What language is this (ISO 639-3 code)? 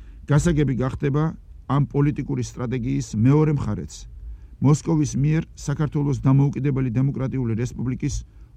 kat